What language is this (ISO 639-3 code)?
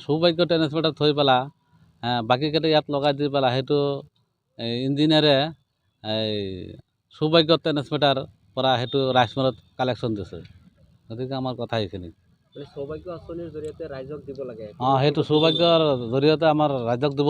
asm